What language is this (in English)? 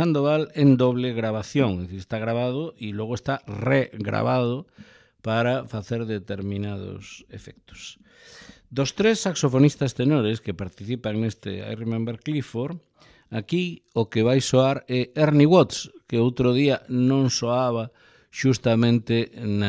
Galician